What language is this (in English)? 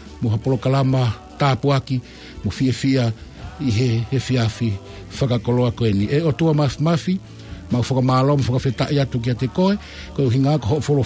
Tongan